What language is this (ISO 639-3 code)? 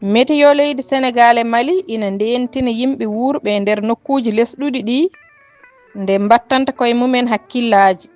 ful